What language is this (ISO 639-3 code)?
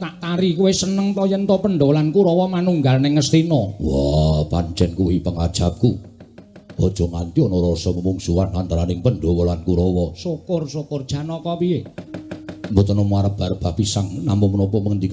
jav